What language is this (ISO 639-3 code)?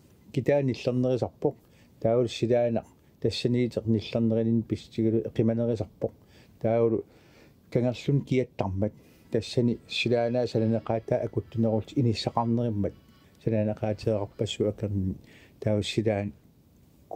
kal